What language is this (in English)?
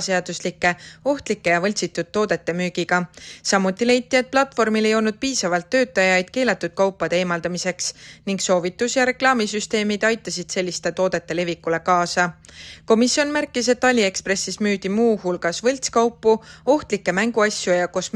Estonian